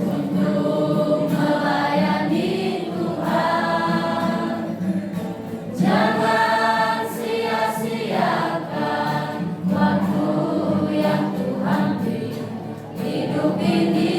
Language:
Nias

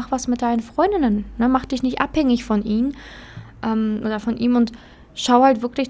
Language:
German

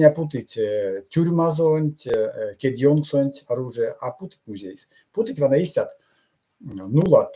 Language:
Erzya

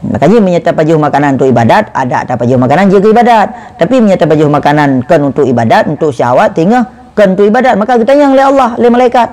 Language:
Achinese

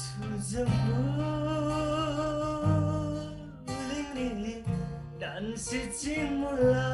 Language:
Eastern Tamang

